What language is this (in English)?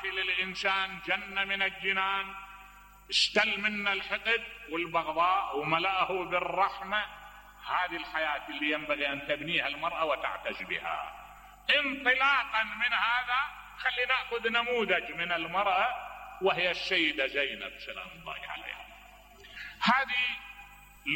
Mesopotamian Arabic